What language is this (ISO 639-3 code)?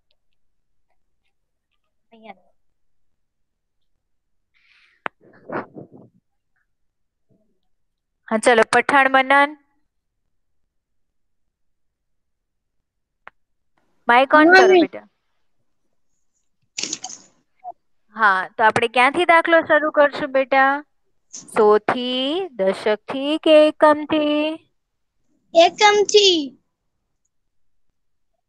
guj